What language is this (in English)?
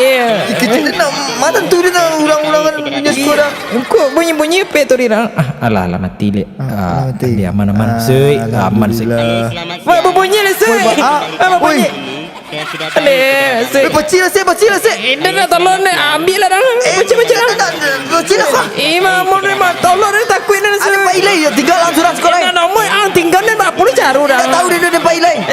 Minangkabau